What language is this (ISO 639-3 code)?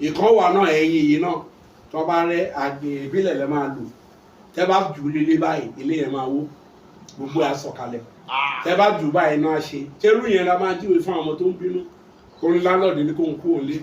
yor